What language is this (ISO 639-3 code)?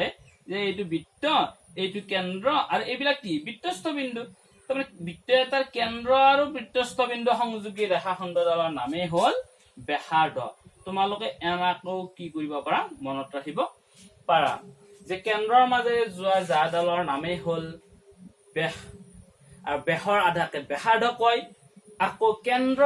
asm